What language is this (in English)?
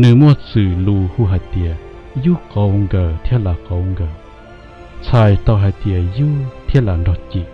Hmong